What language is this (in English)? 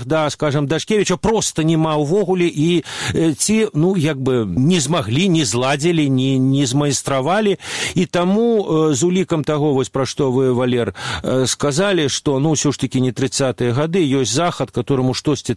Belarusian